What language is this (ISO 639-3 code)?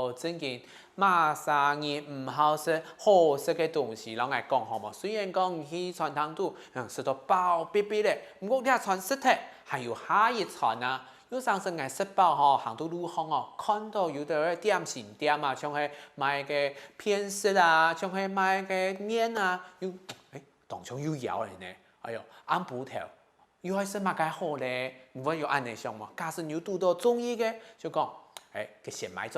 hak